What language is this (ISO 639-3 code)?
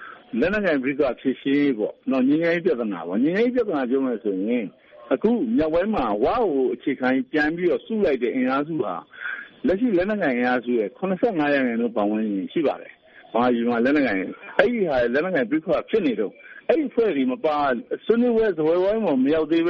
mya